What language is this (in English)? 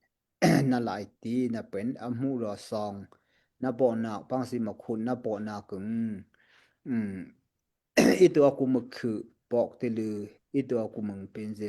Daai Chin